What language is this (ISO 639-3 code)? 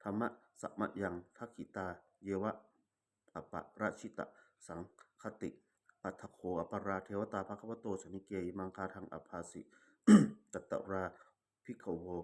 pli